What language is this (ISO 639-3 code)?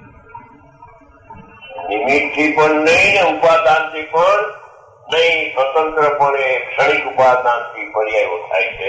guj